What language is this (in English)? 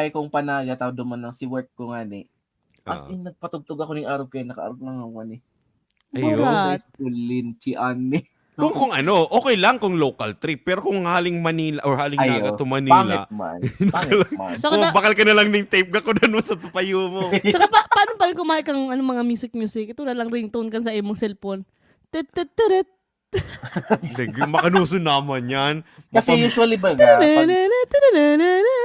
Bikol